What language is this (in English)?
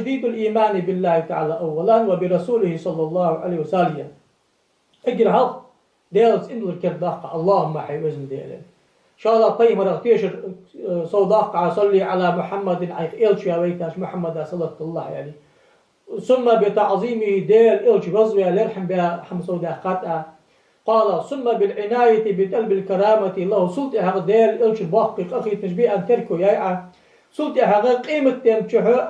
Ingush